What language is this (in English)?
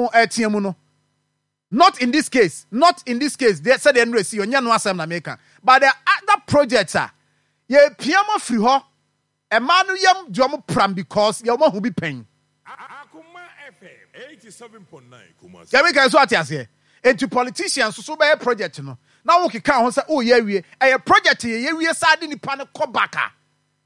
Akan